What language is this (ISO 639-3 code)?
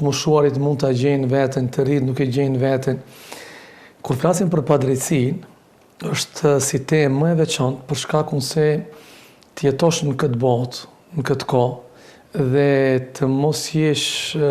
sqi